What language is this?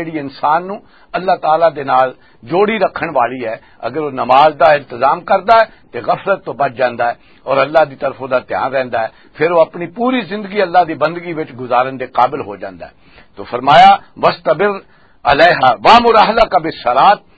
Western Panjabi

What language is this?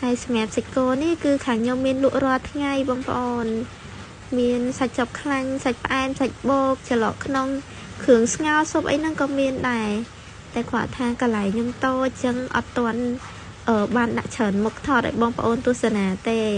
Khmer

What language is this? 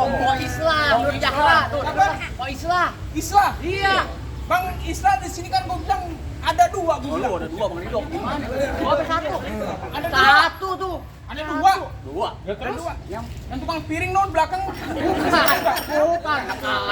Betawi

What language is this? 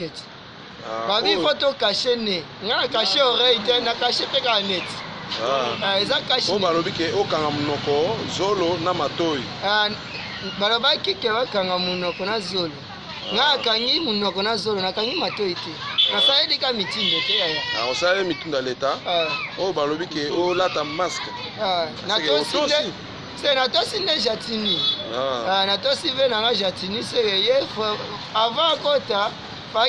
Lingala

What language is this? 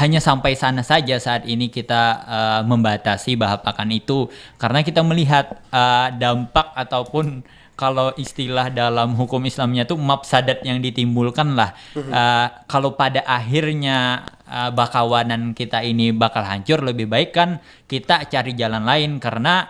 Banjar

